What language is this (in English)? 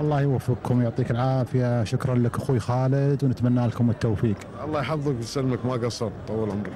Gulf Arabic